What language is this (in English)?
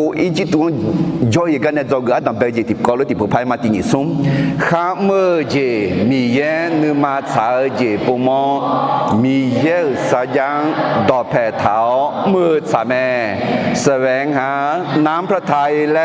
Akha